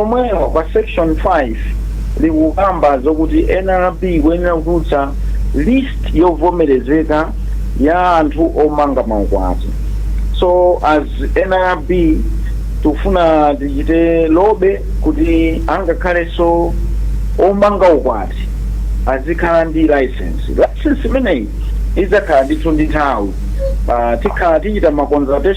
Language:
Nyanja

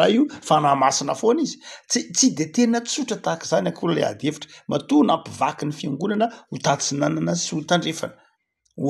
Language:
Malagasy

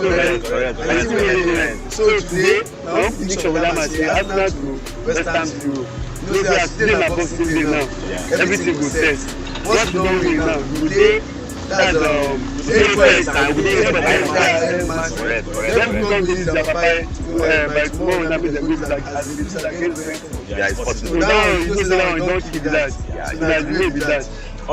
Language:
Nigerian Pidgin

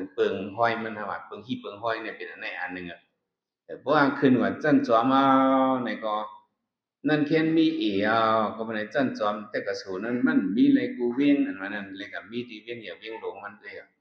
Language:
Shan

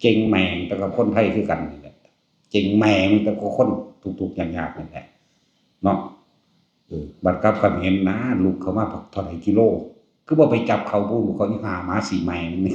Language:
Northeastern Thai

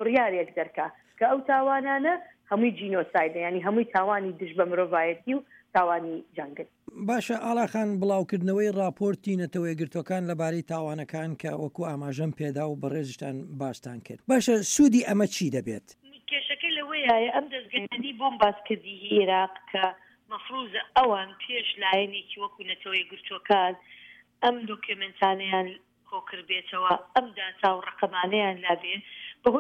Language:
Central Kurdish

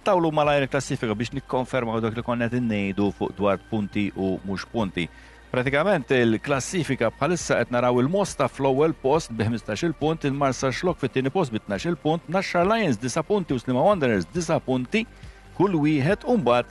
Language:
Maltese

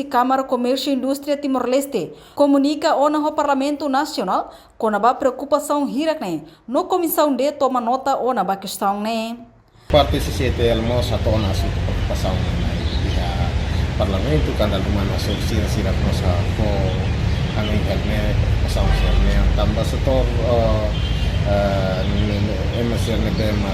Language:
Tetum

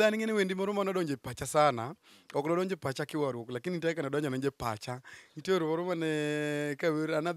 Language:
Luo (Kenya and Tanzania)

